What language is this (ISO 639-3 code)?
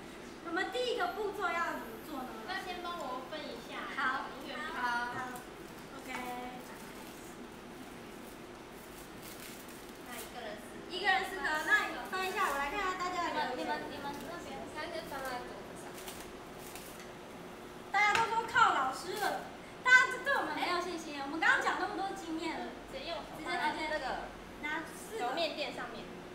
zho